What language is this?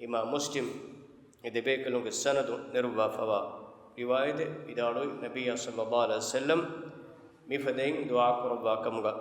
Divehi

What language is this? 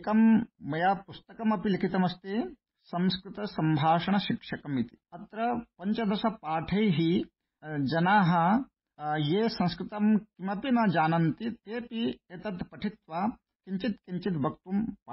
Sanskrit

